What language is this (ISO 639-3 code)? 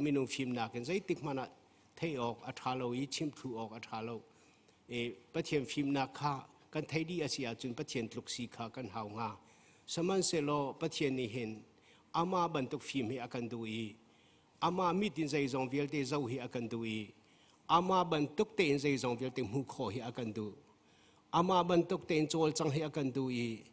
cnh